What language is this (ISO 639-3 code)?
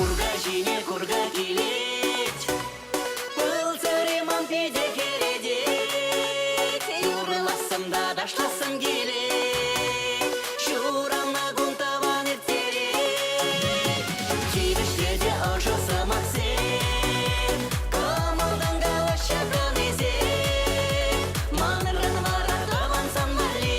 chv